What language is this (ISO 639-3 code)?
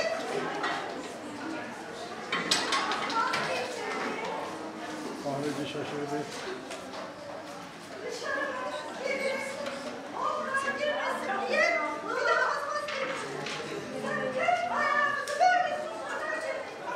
tur